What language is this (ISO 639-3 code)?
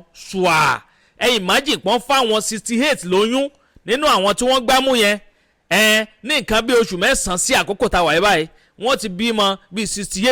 yor